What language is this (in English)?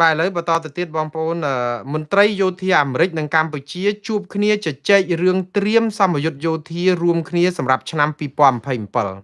Khmer